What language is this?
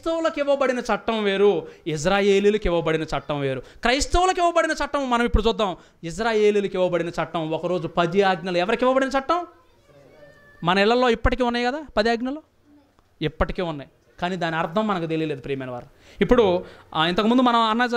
Telugu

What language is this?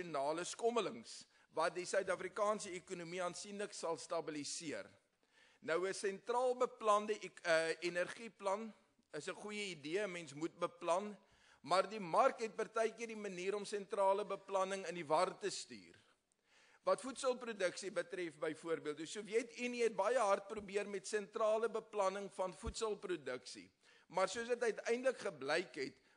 Afrikaans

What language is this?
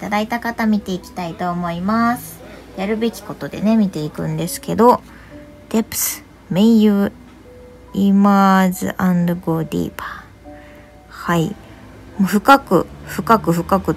Japanese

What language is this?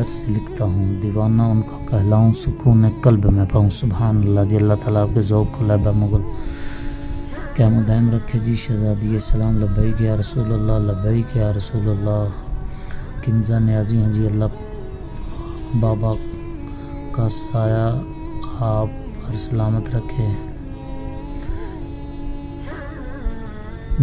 Urdu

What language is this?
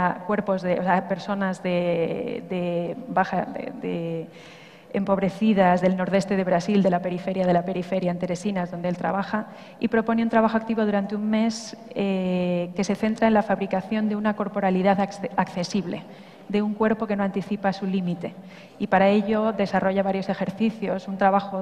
Spanish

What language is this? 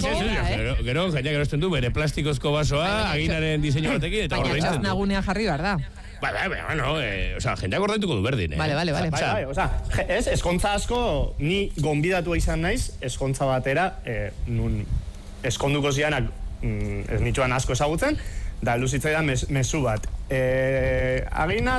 Basque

